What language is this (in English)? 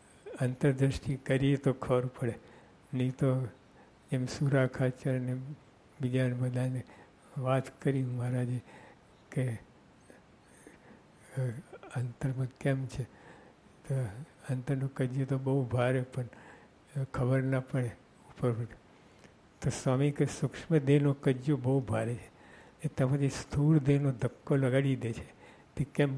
Gujarati